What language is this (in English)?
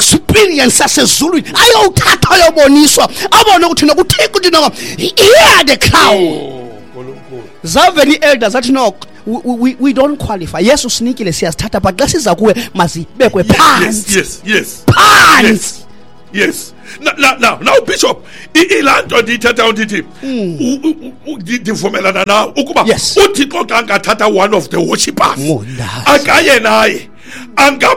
Xhosa